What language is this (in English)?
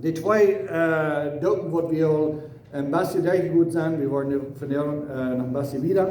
Plautdietsch